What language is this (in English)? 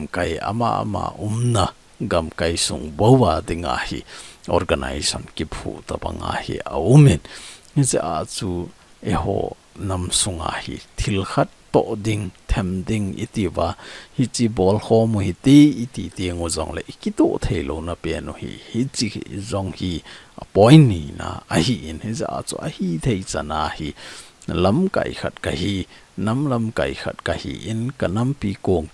Thado Chin